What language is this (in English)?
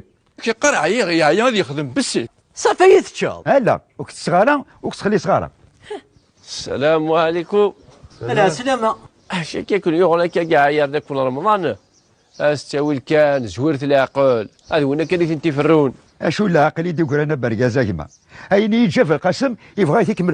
Kabyle